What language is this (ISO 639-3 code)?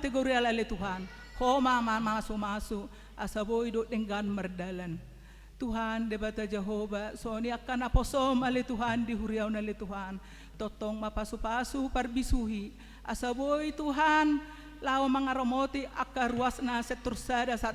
bbc